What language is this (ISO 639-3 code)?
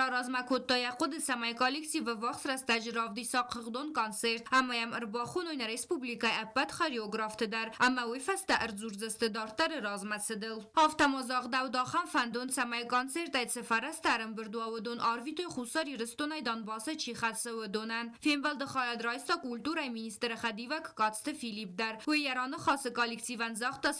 oss